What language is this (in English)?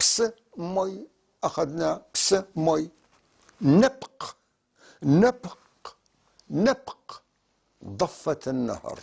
North Levantine Arabic